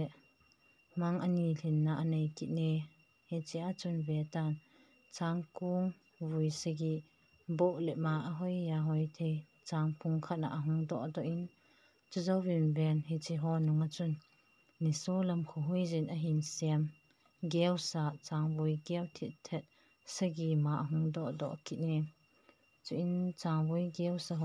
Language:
Thado Chin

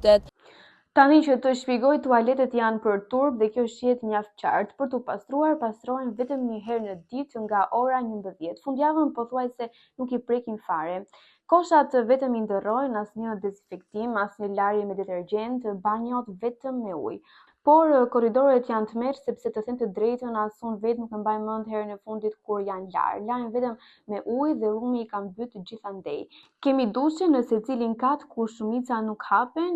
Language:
Albanian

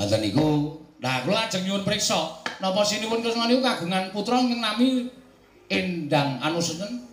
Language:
Javanese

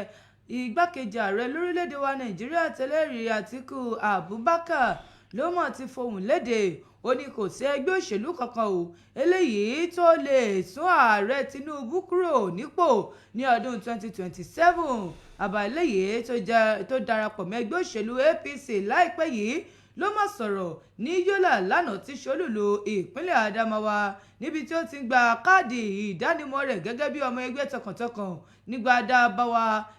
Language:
Yoruba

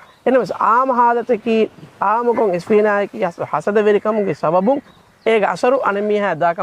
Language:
Divehi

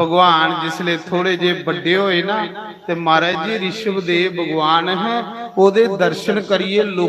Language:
Dogri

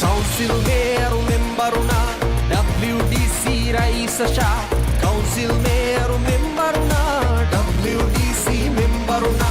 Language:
Divehi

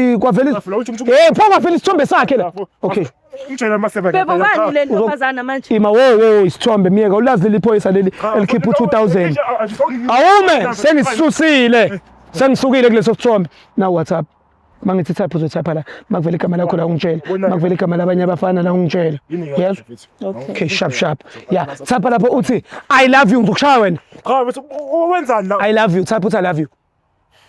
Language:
Zulu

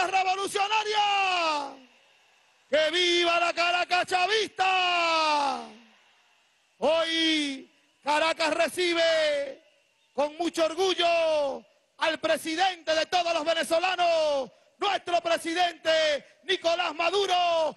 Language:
Spanish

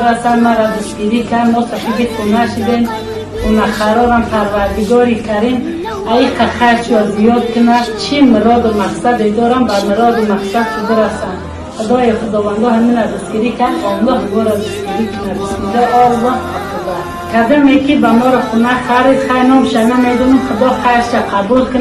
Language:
Tajik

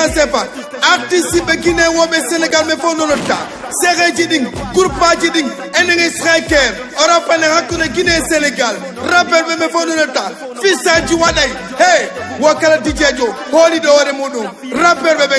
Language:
Fula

